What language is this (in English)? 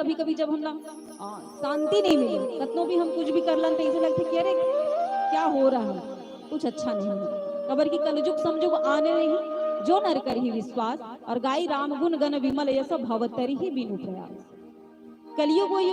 Chhattisgarhi